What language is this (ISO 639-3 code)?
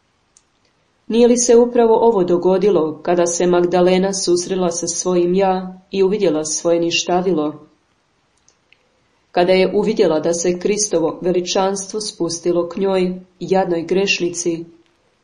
hrv